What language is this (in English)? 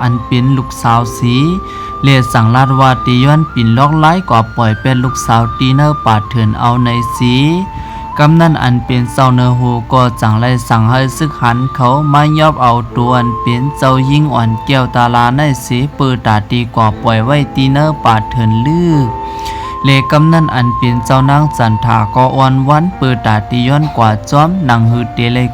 Shan